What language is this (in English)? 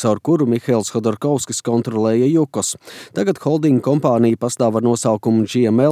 Latvian